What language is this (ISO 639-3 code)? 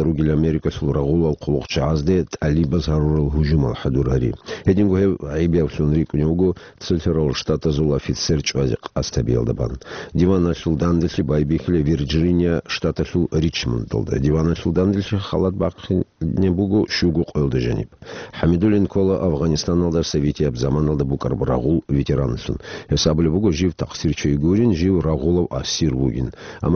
ava